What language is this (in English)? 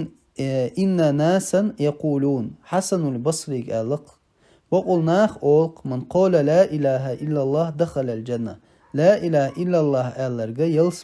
Chechen